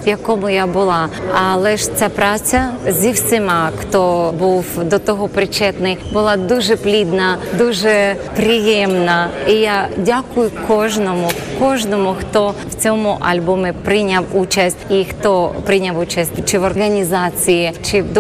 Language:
Ukrainian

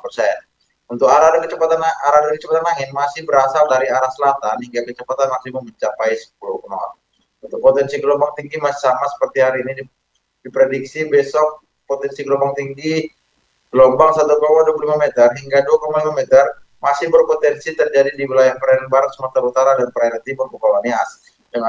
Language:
Indonesian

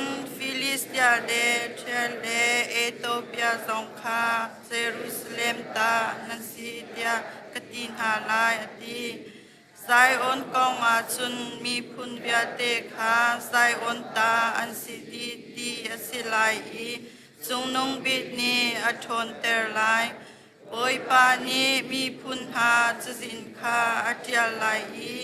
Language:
Hakha Chin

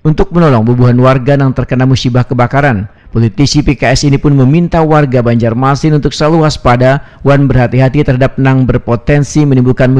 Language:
Banjar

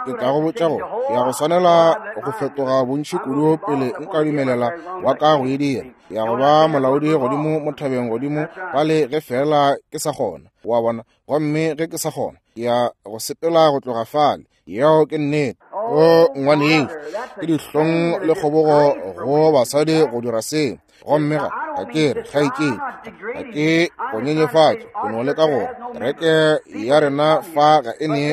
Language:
Northern Sotho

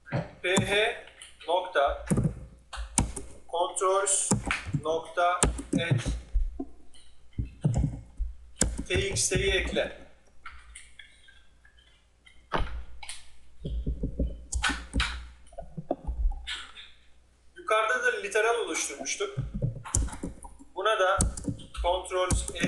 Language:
Turkish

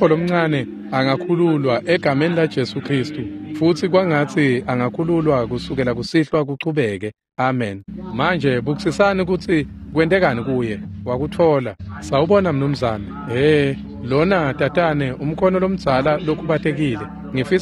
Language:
Swati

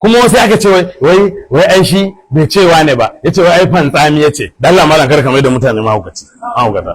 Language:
Hausa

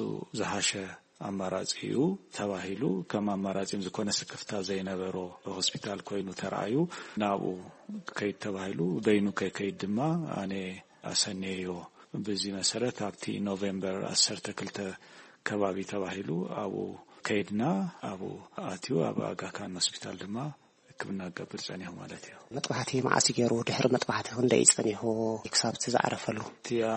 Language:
Tigrinya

